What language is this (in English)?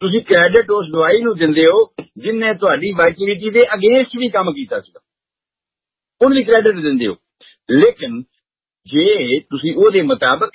Punjabi